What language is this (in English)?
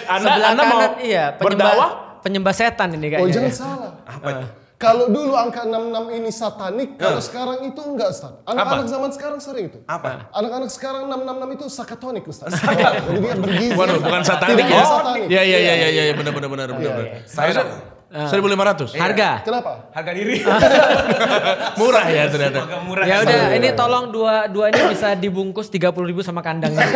Indonesian